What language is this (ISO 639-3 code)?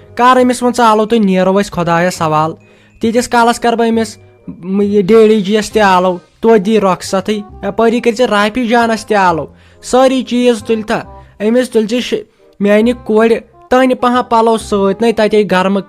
kas